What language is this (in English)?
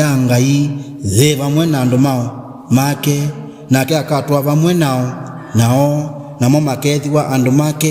Kamba